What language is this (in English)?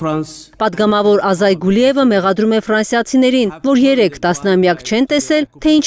Armenian